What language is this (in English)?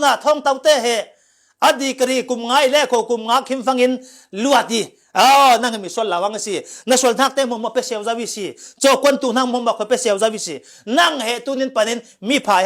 Falam Chin